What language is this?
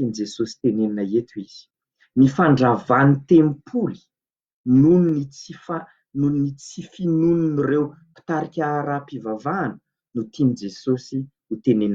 Malagasy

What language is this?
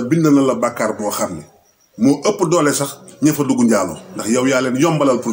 Wolof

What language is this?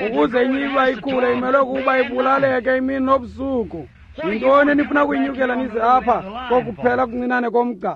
Xhosa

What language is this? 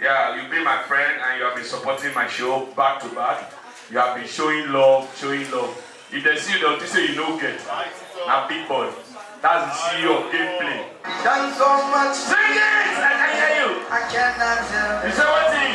Nigerian Pidgin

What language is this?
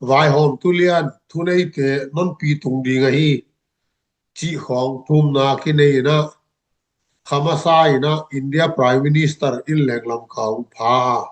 Tedim Chin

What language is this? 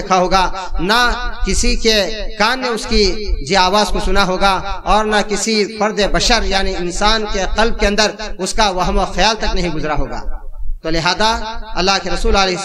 Urdu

